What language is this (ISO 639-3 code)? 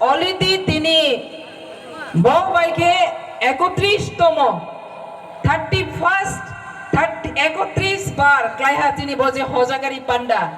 ria